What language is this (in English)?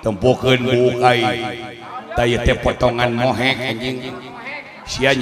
Sundanese